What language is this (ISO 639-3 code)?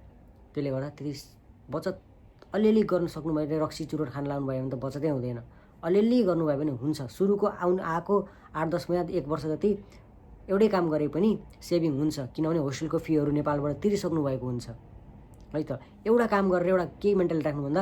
nep